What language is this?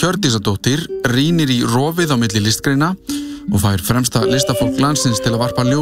Icelandic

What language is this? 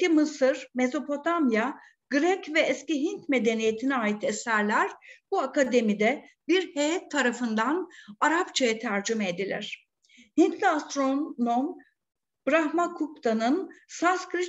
Turkish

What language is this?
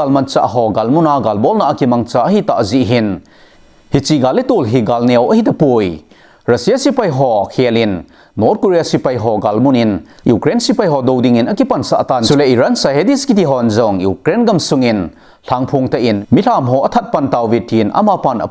Thado Chin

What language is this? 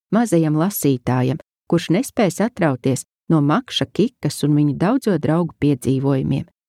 Latvian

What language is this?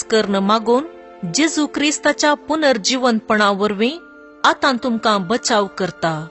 Konkani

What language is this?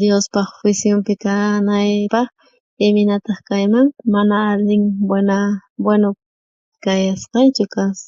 South Bolivian Quechua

